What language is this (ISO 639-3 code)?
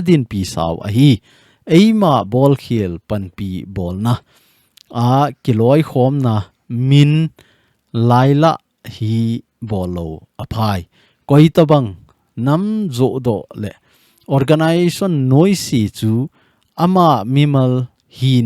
tcz